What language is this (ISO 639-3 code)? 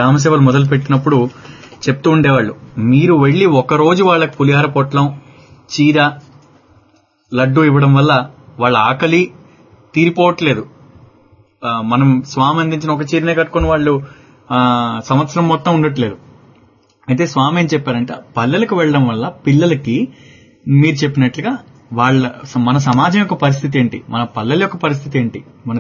tel